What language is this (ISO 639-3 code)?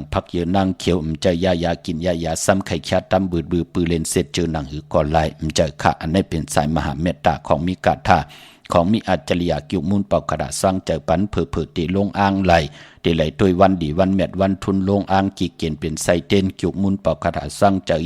shn